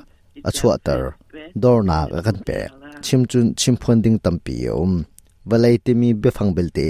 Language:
Hakha Chin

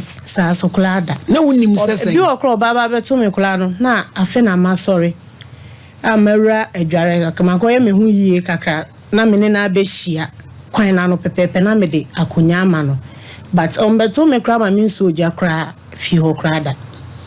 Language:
Akan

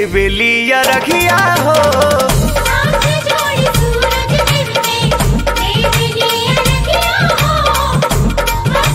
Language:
Bhojpuri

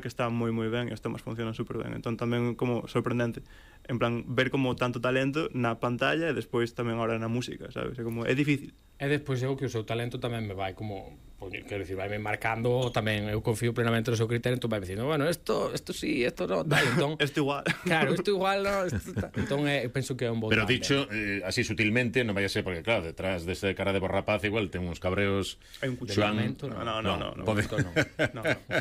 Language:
Galician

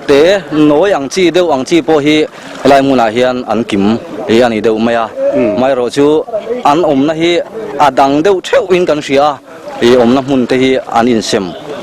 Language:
Mizo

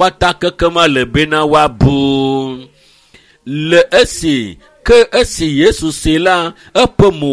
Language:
Ewe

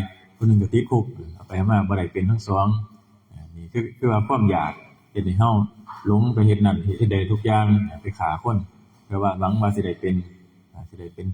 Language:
Northeastern Thai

